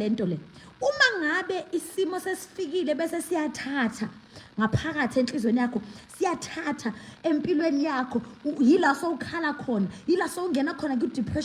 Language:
Zulu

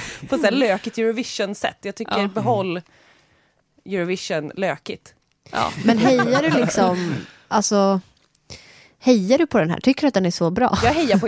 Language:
Swedish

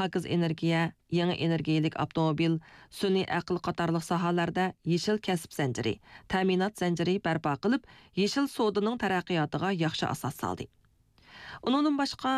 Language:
Uyghur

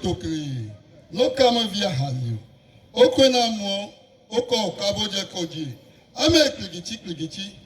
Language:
Ewe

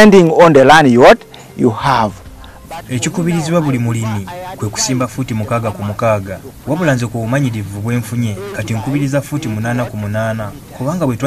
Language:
Ganda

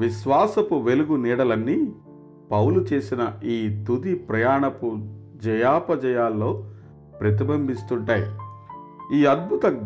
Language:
Telugu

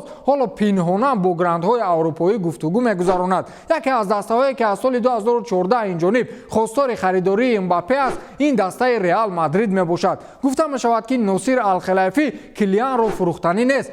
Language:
Tajik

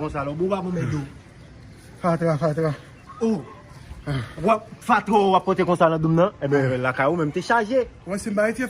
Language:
Haitian Creole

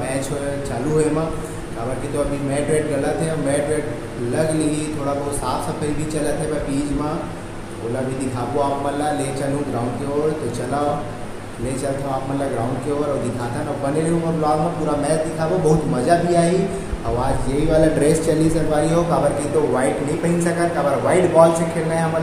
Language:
Chhattisgarhi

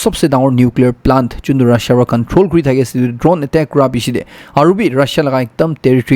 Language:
Naga Pidgin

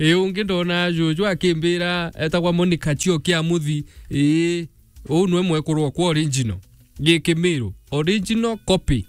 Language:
Meru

